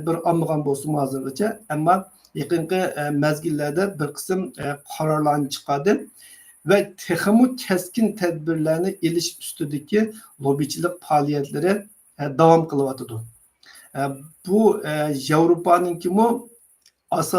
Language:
Uyghur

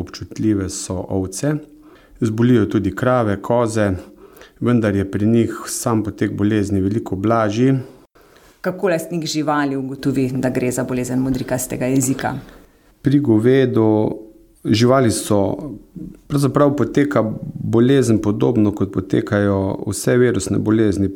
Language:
Slovenian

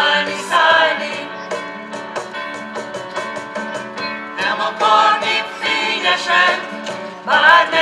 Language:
Hungarian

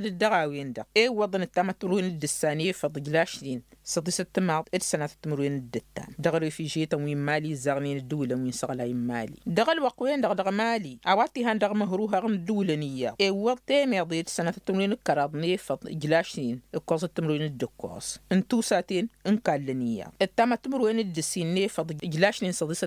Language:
Tamasheq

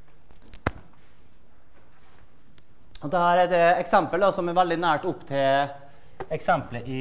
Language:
Norwegian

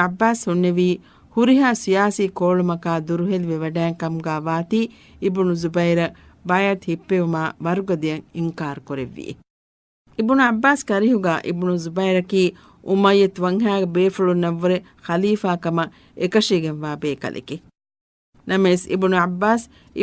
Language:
Divehi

